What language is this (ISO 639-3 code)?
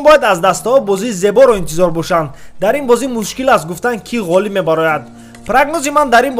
tgk